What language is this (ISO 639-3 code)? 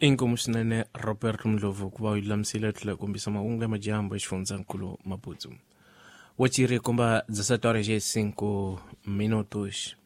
tso